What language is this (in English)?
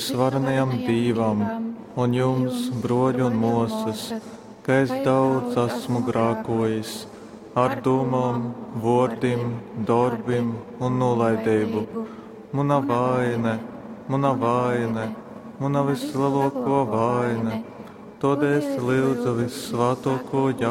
Latgalian